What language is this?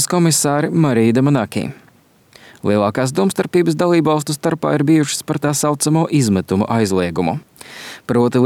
Latvian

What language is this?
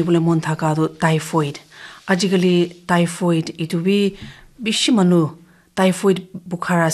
Naga Pidgin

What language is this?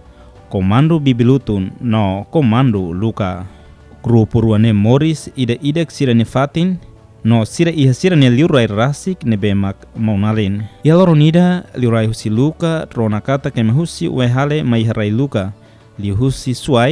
Tetum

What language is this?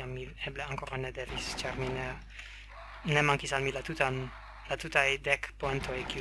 Esperanto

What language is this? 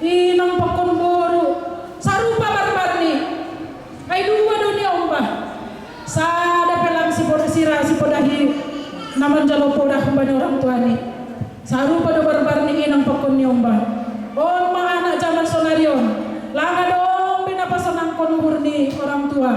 Batak Simalungun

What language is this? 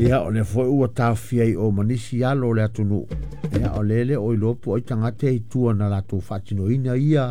Samoan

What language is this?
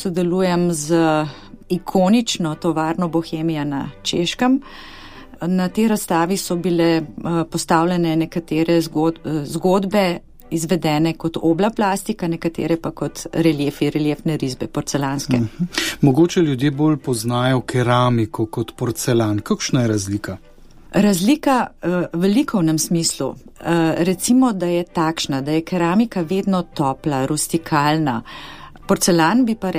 Slovenian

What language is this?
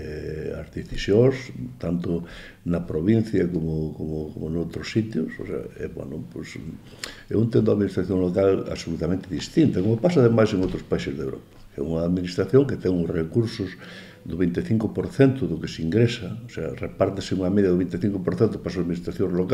Galician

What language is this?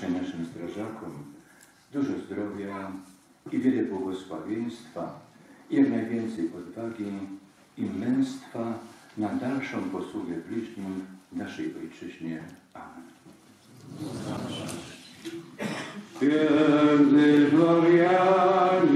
Polish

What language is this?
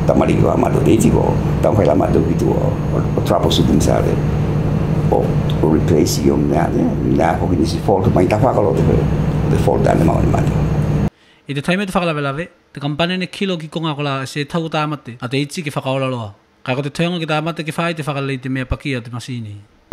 Tuvalu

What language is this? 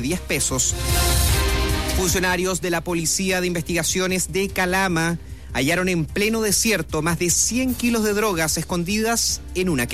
Spanish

